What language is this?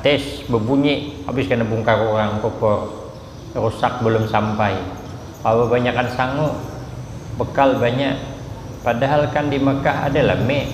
Banjar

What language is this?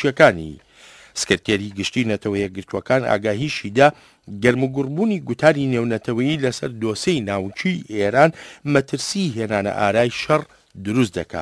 Central Kurdish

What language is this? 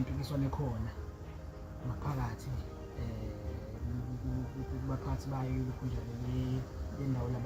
Zulu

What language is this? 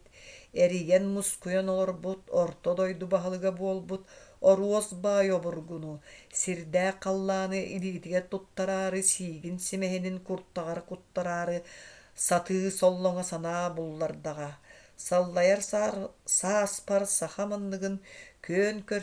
Yakut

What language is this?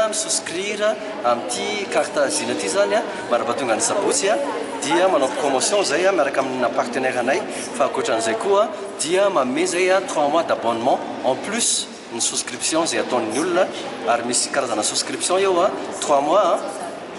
Malagasy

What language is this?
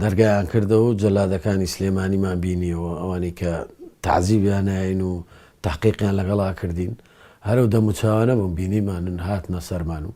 Central Kurdish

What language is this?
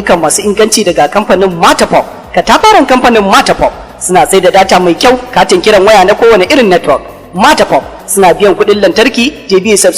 Hausa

